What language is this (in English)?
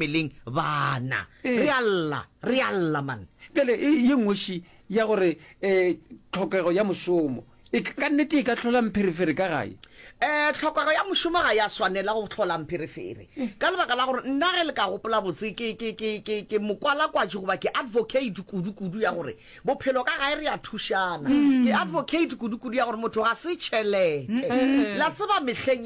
Northern Sotho